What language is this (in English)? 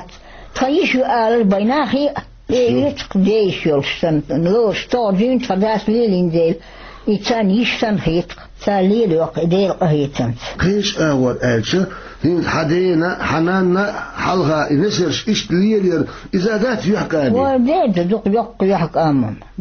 Chechen